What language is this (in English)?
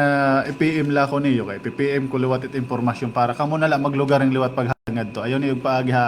Waray